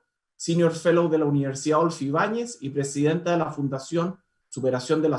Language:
Spanish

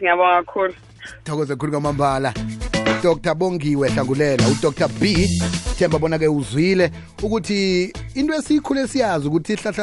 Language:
South Ndebele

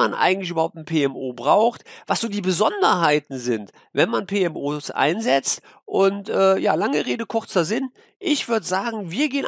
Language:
German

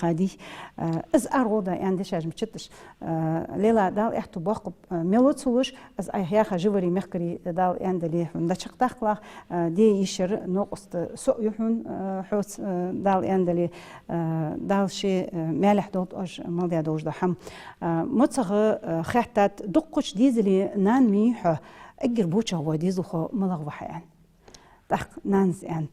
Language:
Ingush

